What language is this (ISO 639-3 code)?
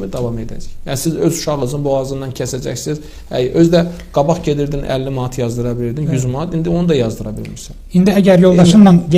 aze